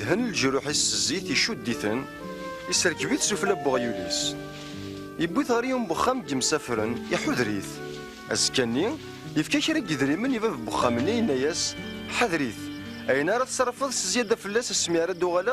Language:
Kabyle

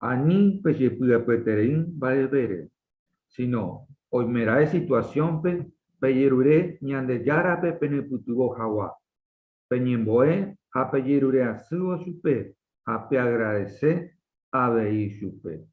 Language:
Guarani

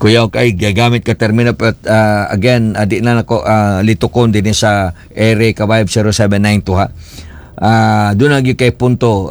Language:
Cebuano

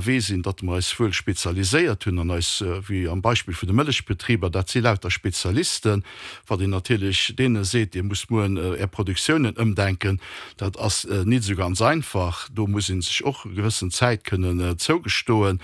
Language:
Luxembourgish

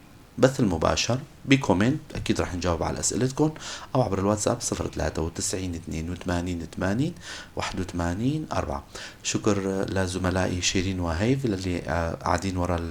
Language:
North Levantine Arabic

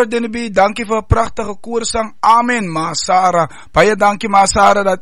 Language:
Afrikaans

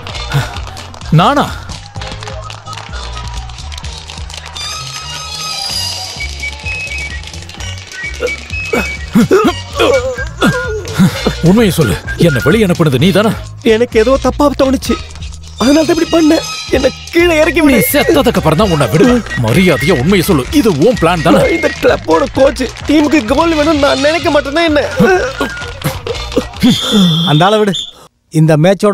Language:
Tamil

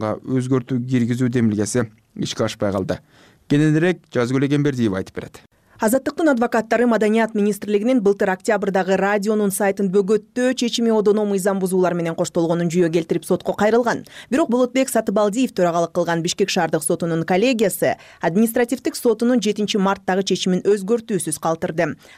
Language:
Kyrgyz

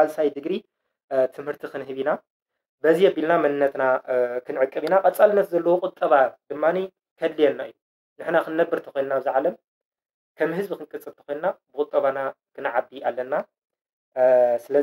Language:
Tigrinya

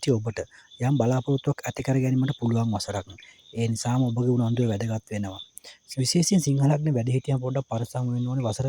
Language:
Sinhala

